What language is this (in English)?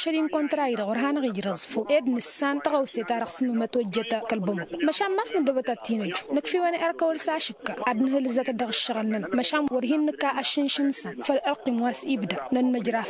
Tamasheq